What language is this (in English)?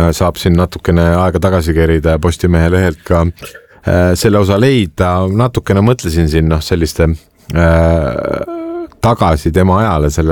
Estonian